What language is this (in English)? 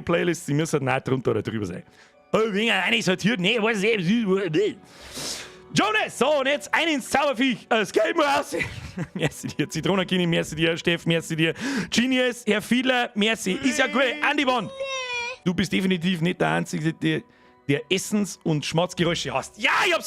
Bavarian